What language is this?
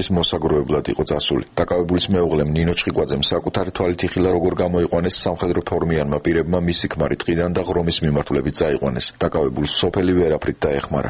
Georgian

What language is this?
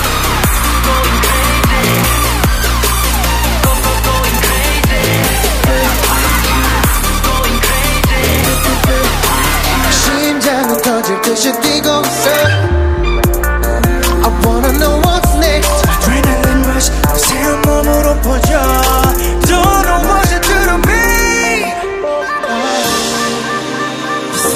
Korean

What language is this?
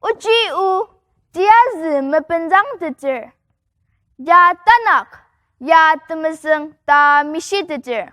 Ao Naga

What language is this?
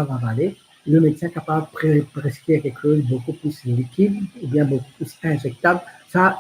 Morisyen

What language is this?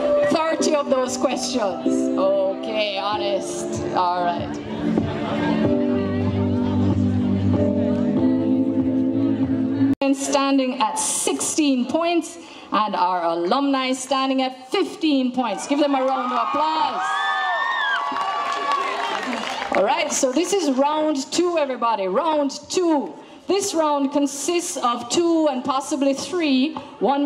English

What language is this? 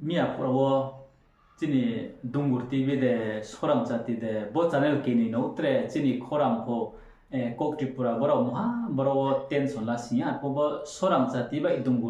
Riang (India)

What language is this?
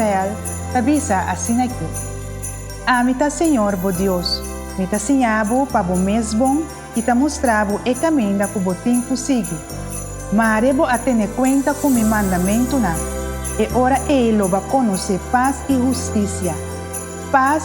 Papiamento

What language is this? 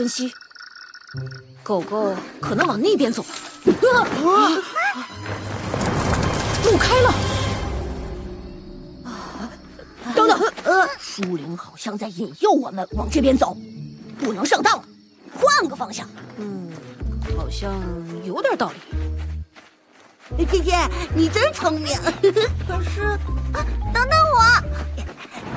Chinese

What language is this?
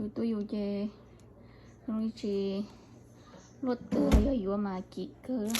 Hmong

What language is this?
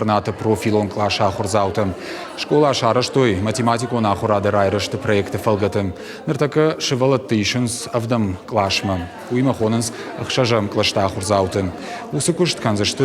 Ossetic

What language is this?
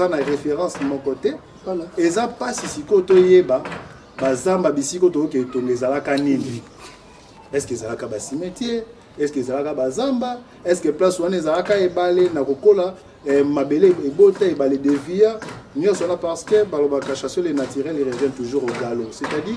Lingala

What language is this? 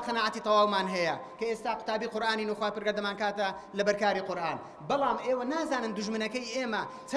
Central Kurdish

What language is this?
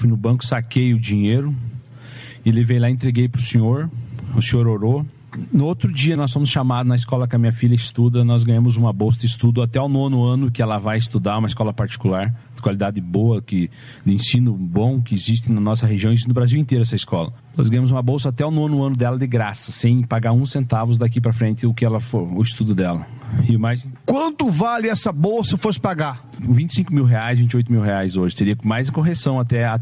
Portuguese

